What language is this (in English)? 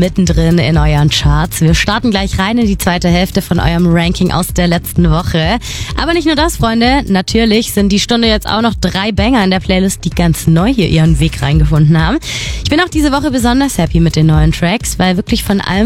German